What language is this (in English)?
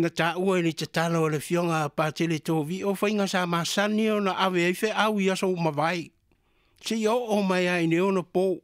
Samoan